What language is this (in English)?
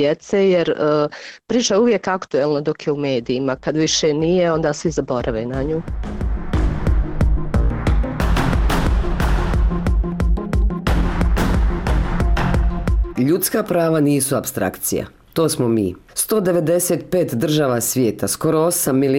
Bosnian